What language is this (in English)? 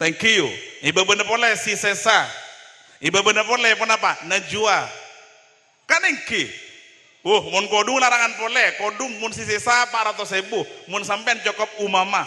Madurese